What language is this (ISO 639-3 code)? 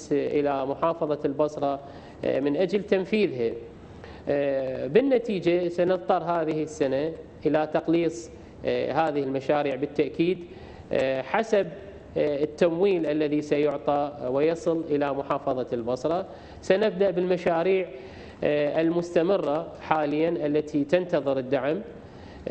ara